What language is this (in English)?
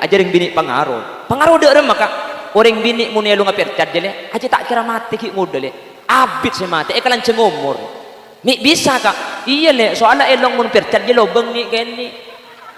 Madurese